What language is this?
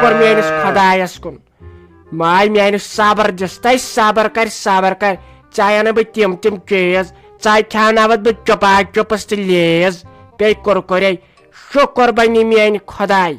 Kashmiri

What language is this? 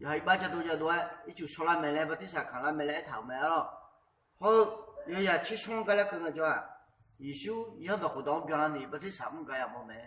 Akha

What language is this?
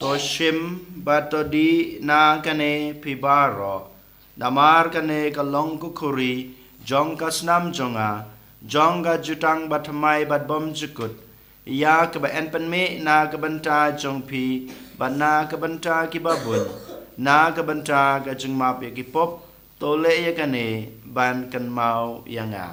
Khasi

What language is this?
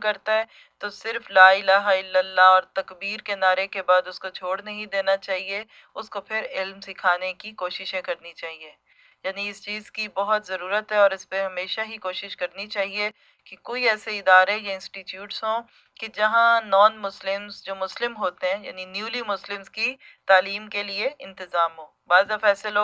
Urdu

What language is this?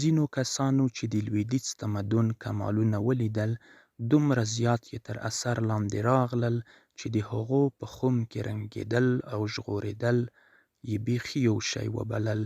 Pashto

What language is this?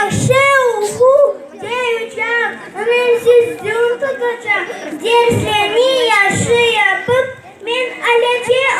Crimean Tatar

